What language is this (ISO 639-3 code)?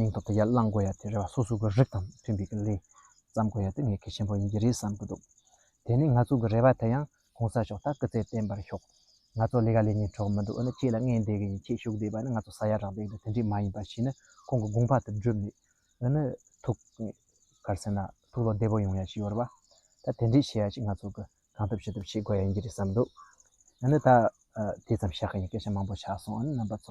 bod